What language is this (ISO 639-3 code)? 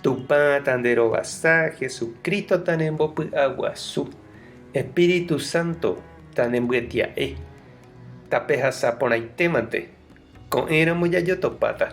grn